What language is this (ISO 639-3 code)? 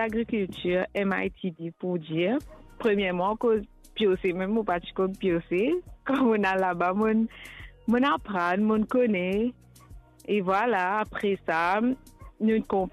mfe